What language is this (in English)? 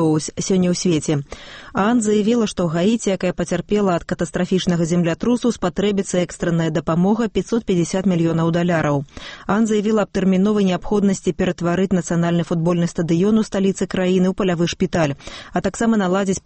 Belarusian